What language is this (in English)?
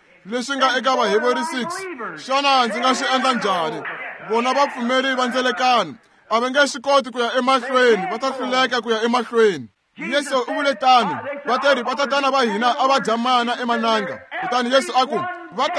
Tsonga